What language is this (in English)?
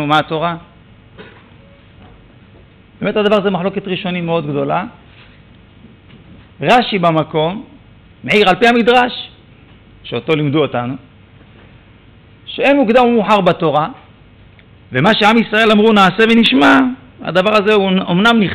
Hebrew